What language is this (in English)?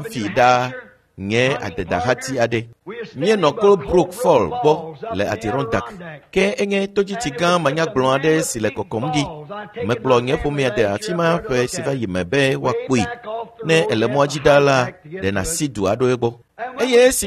Ewe